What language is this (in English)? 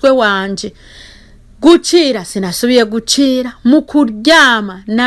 Rundi